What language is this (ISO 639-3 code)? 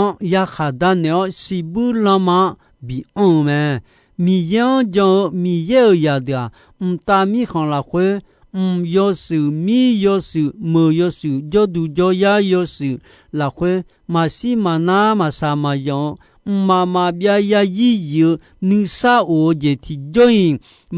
ahk